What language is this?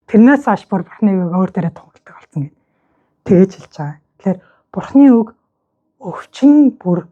Mongolian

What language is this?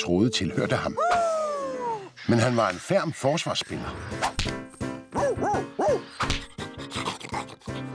Danish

